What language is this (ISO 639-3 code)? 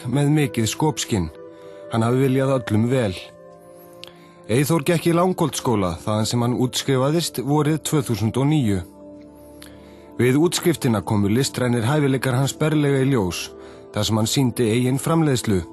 isl